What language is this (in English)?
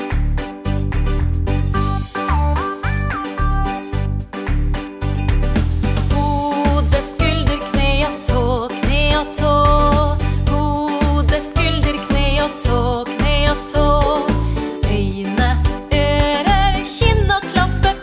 Norwegian